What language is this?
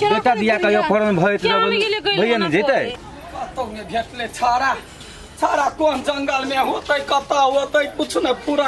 Maithili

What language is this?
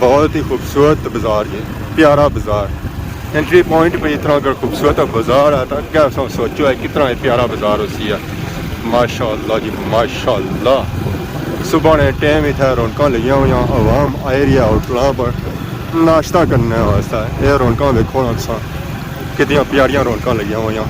Pahari-Potwari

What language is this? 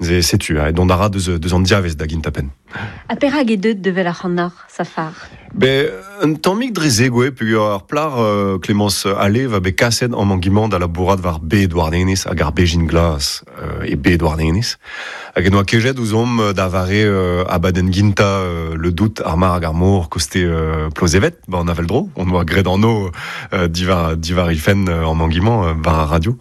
Breton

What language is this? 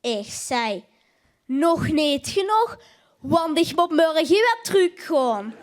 Limburgish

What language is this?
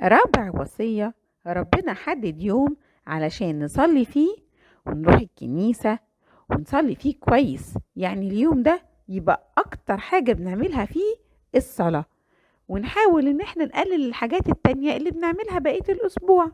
Egyptian Arabic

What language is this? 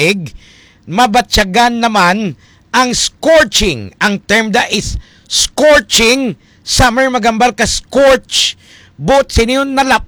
Hiligaynon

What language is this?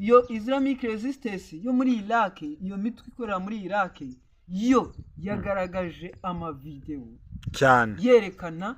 Kinyarwanda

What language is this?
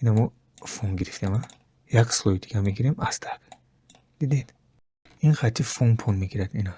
Tajik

